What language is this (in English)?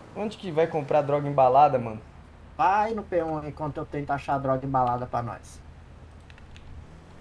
Portuguese